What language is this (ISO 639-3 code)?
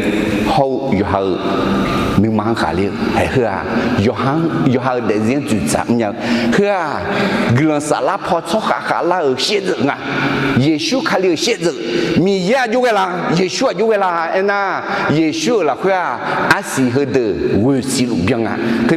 ahk